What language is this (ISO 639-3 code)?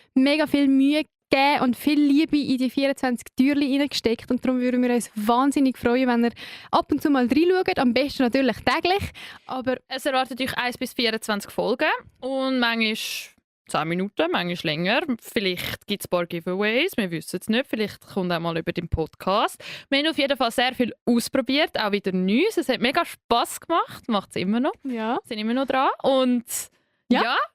gsw